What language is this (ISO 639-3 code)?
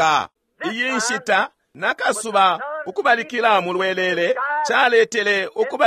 bem